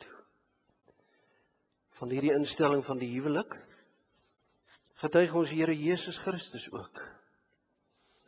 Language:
Afrikaans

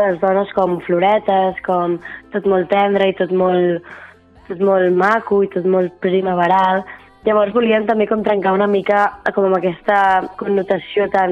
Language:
Catalan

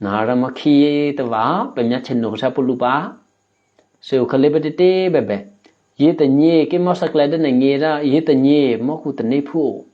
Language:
Eastern Kayah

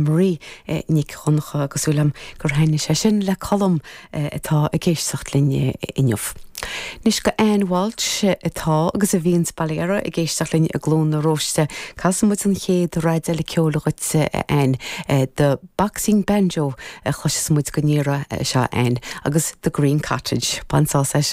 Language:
Irish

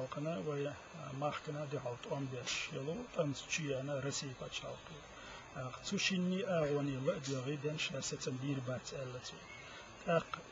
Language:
Chechen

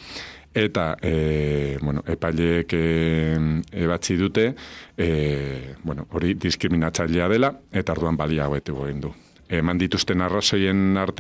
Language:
Basque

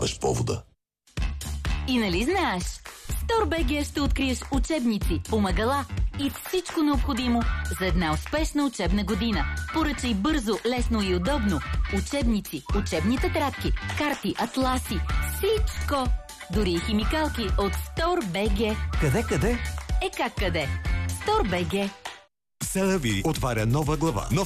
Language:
Bulgarian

